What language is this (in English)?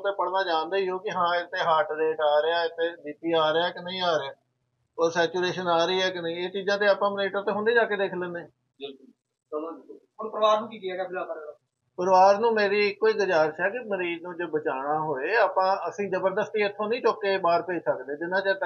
Punjabi